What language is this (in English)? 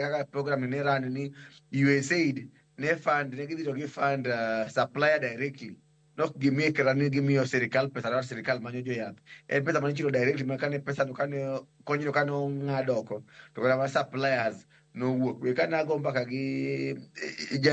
Luo (Kenya and Tanzania)